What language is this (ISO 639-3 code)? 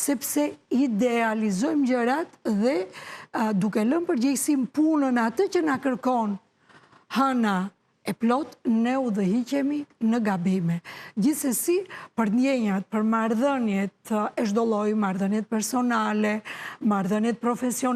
sqi